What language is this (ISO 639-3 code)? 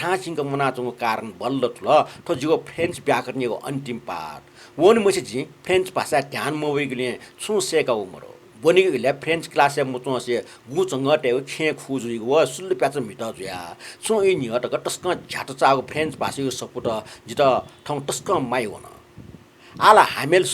new